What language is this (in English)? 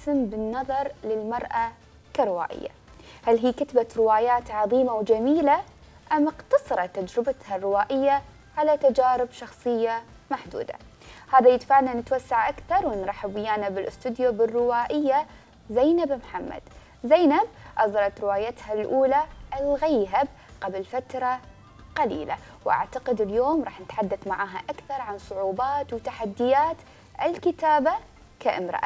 Mesopotamian Arabic